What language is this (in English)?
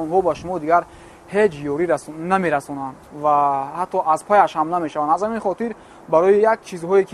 Tajik